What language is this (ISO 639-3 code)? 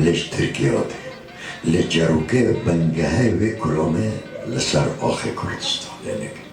kur